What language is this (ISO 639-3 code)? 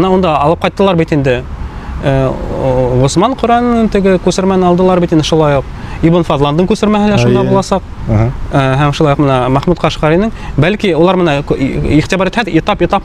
bak